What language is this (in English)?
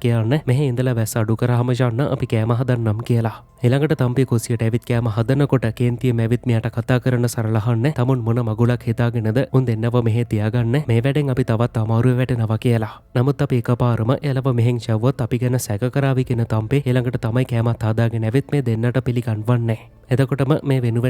Sinhala